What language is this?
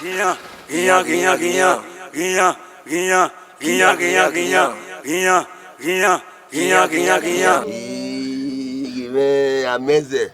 Bini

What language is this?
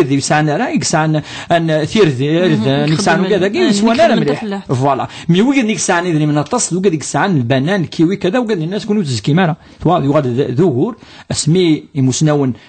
Kabyle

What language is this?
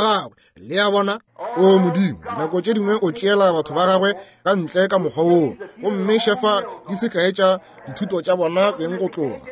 Northern Sotho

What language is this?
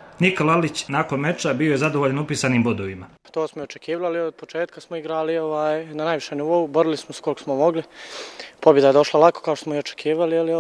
Bosnian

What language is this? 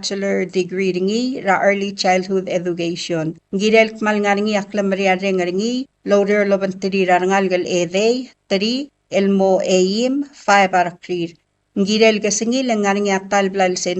Palauan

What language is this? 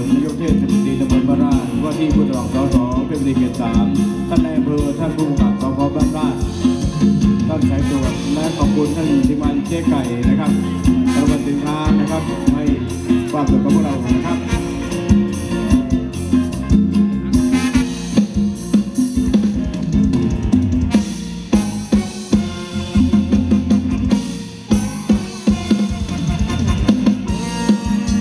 Thai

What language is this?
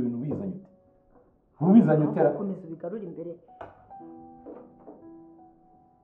Kinyarwanda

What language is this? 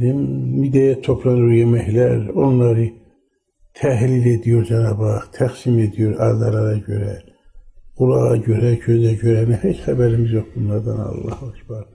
Turkish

